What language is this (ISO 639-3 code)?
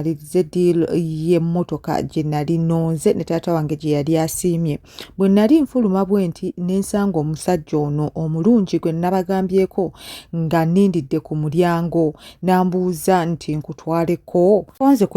lug